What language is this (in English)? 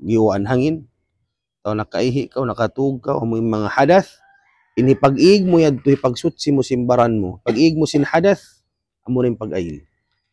Tausug